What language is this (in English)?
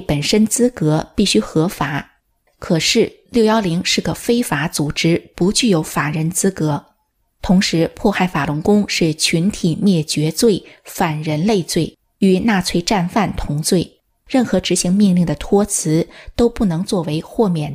Chinese